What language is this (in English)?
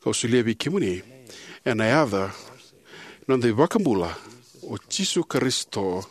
Fijian